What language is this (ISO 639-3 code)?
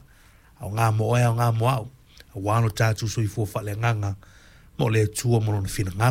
smo